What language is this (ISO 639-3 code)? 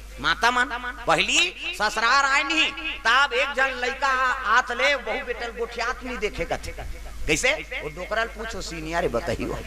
hne